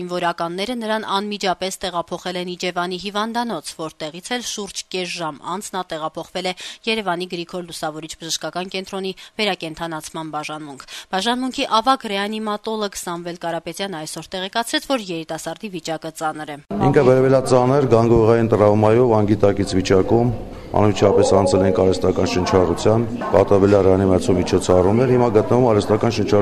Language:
Armenian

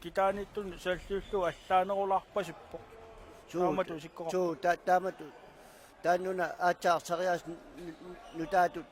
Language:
Kalaallisut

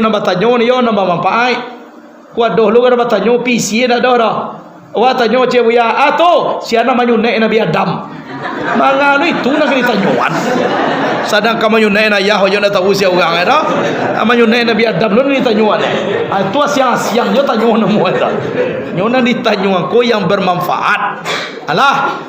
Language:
Minangkabau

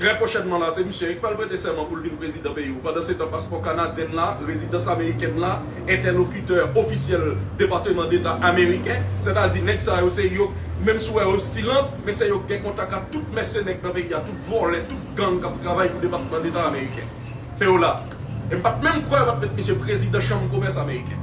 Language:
Haitian Creole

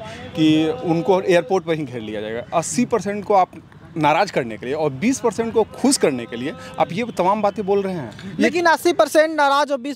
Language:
Hindi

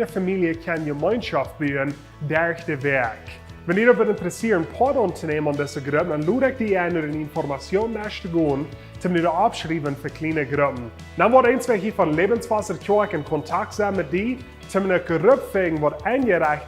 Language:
Plautdietsch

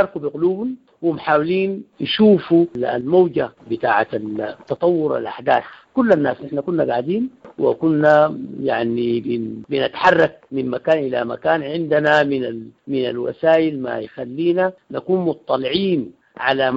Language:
Sudanese Arabic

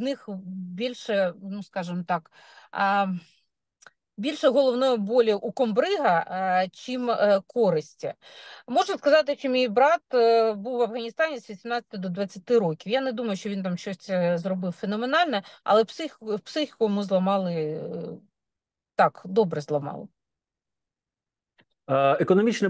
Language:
Ukrainian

